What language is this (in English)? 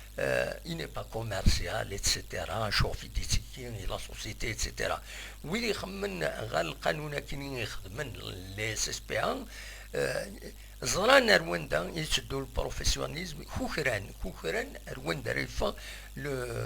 Kabyle